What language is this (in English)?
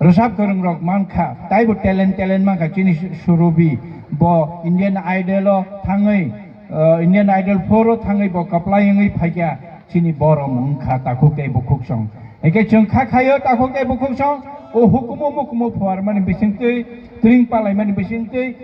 Kok Borok